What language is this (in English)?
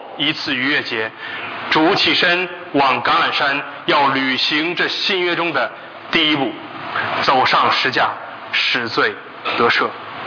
Chinese